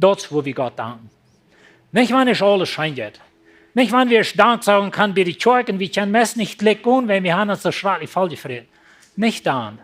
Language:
Plautdietsch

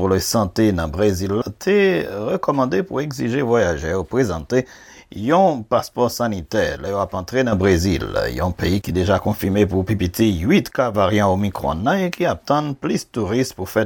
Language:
Haitian Creole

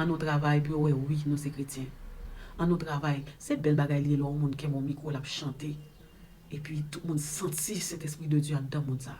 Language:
Haitian Creole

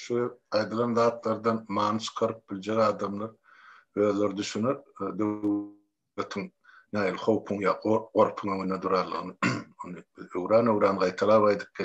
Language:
Turkmen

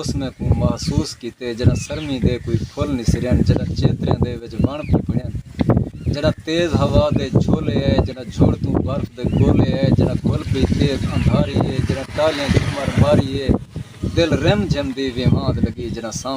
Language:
Saraiki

